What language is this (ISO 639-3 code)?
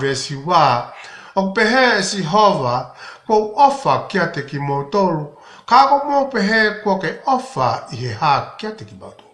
ton